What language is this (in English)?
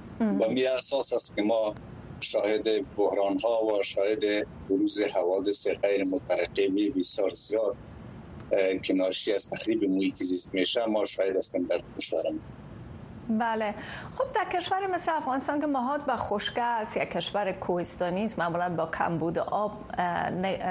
Persian